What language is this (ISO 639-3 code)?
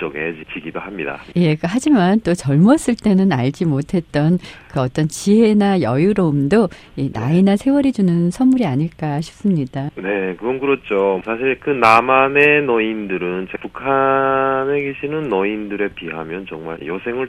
kor